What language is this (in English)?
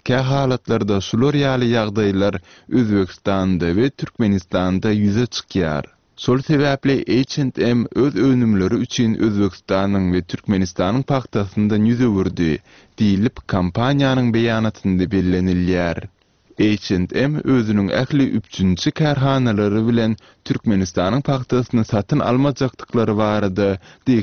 Turkmen